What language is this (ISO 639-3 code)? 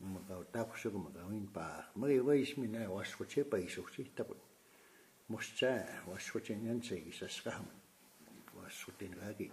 crk